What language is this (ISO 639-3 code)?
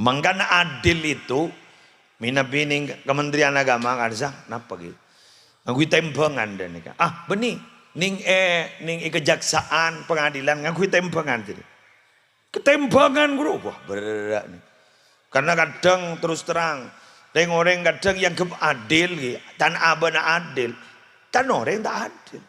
mad